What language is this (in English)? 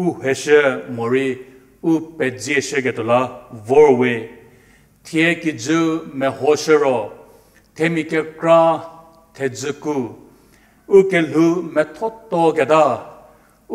Angami Naga